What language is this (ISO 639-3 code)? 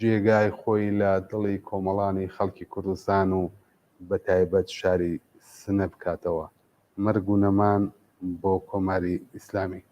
ckb